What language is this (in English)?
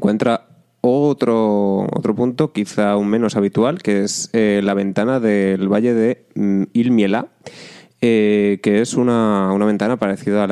Spanish